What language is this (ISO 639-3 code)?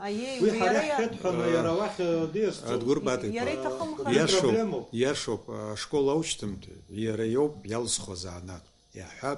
abk